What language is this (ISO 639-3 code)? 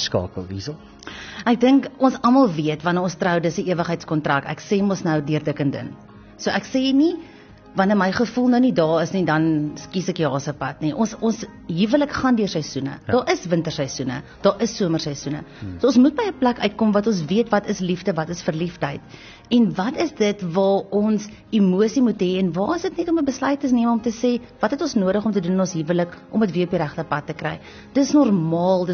afr